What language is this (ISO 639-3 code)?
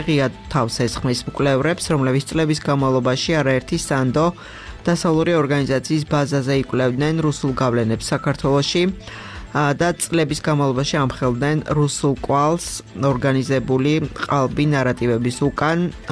kat